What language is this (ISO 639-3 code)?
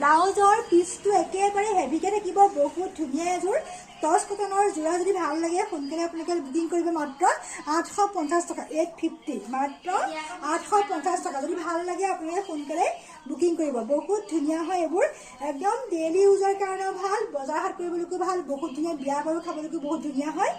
asm